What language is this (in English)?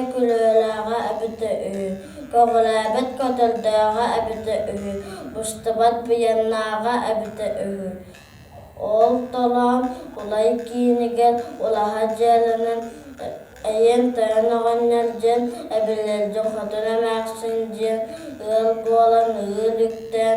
Yakut